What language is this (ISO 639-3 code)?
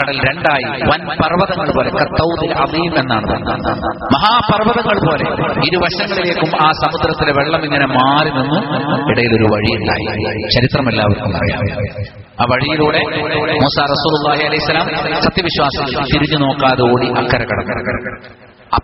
mal